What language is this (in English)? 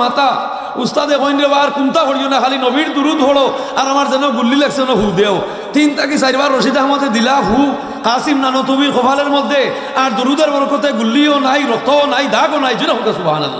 Sylheti